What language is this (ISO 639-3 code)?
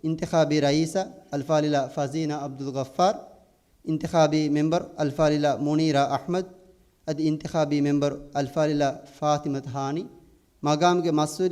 div